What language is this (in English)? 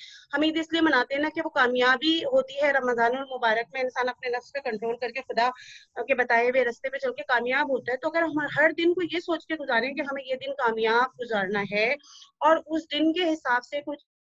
Urdu